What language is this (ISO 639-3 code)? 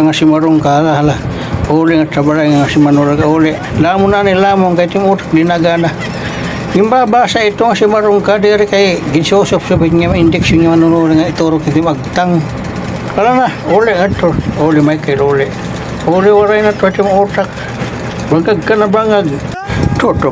war